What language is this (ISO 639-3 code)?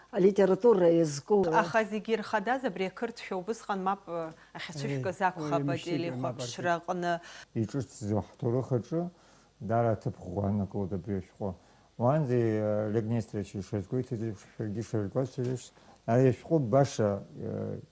abk